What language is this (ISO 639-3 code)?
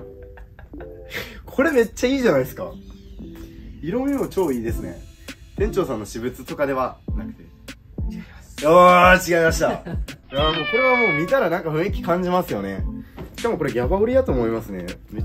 jpn